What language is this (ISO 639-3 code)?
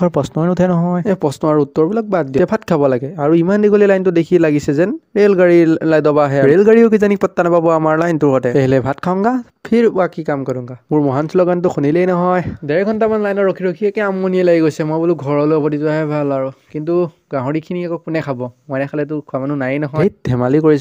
asm